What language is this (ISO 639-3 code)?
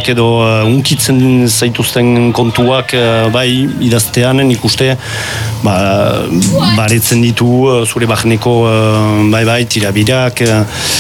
eus